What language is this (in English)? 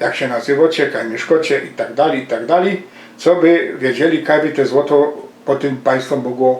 Silesian